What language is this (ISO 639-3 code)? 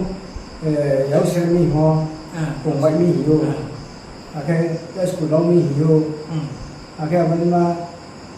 ria